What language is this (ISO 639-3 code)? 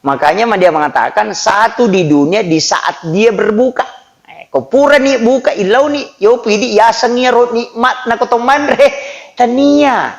bug